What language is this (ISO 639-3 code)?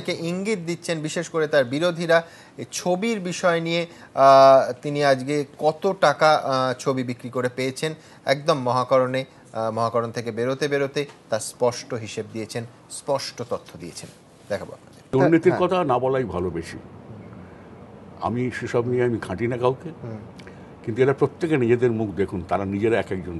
ben